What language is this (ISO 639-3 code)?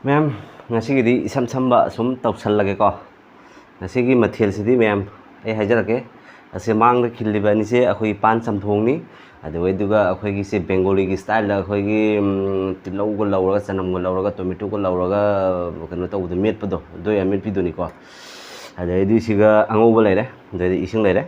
mni